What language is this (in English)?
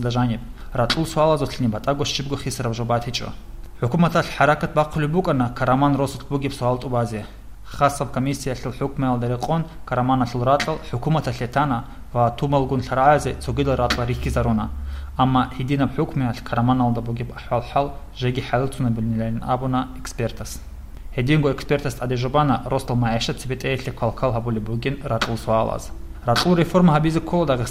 Avaric